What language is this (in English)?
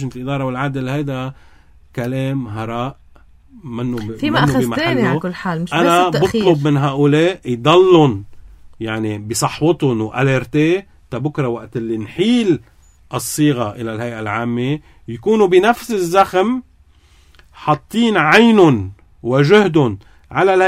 North Levantine Arabic